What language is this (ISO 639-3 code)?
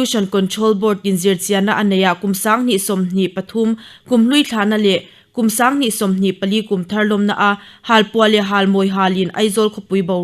lus